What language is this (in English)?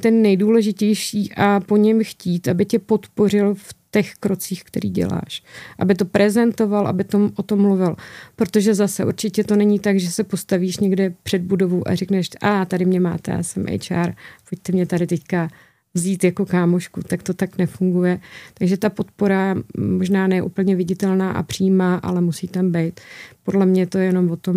Czech